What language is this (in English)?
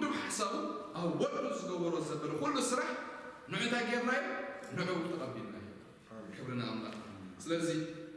Tigrinya